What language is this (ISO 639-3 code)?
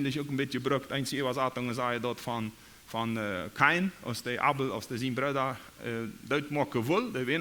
pdt